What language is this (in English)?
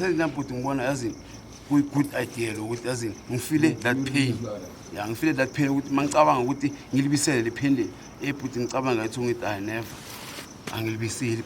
Zulu